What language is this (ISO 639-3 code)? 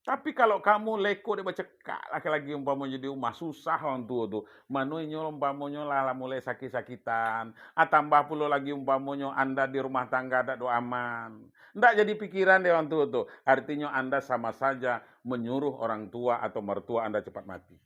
min